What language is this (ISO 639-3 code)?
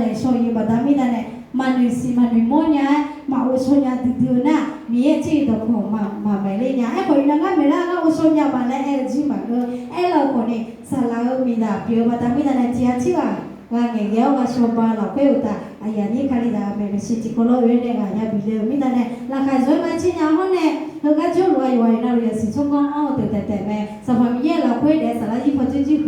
ahk